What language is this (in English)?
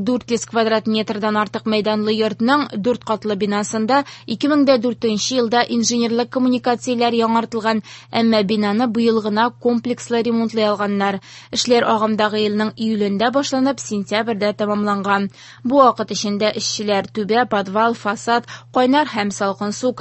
Tatar